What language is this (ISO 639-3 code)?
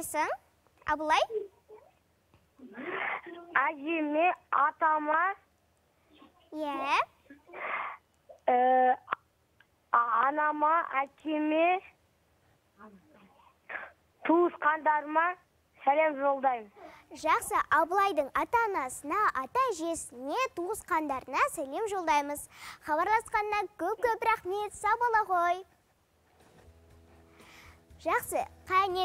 kaz